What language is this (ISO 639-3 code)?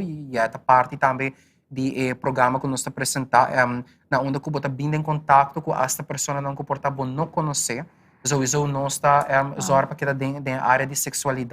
pap